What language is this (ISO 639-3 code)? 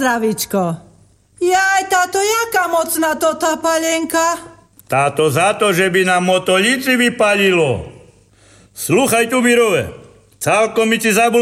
slk